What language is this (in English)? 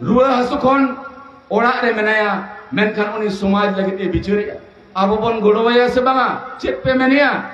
Santali